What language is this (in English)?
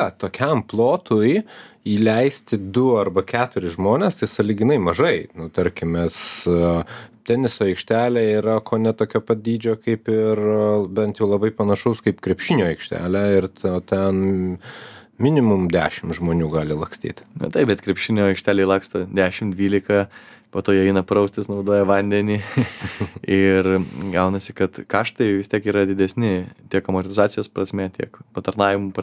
Lithuanian